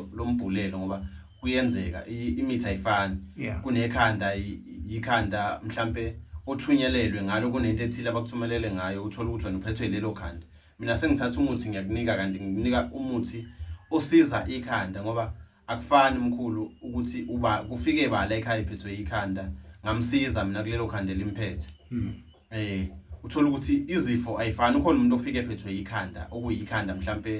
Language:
Zulu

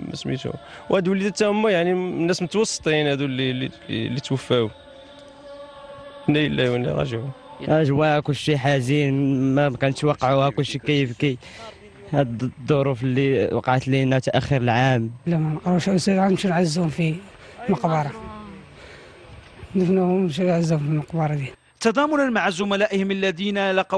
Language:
Moroccan Arabic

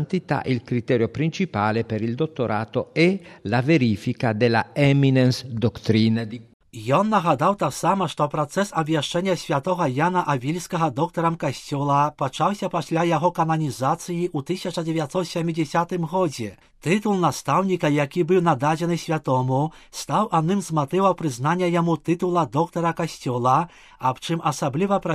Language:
Belarusian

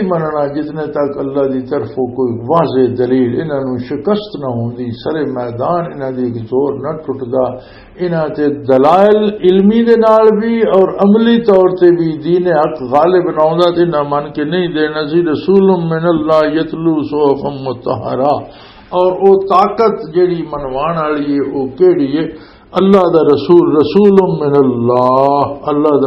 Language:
Western Panjabi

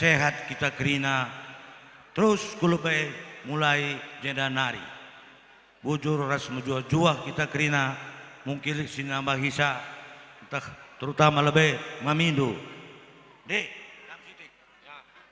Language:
Batak Karo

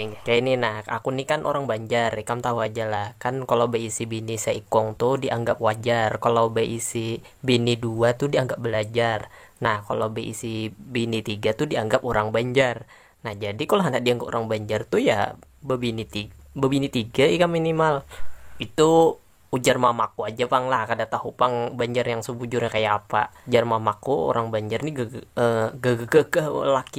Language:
Banjar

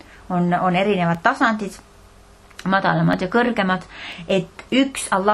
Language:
Estonian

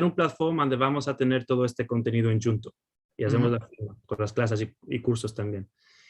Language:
Ladino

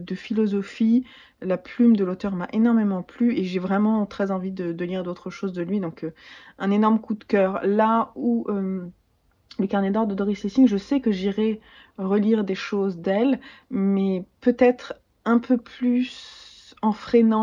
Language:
French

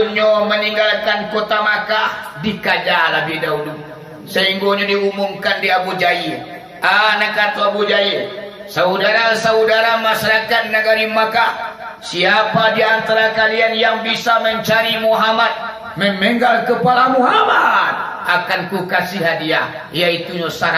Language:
Minangkabau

